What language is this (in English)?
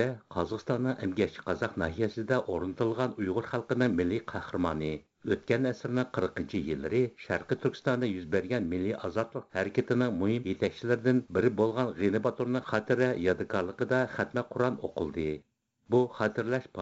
Uyghur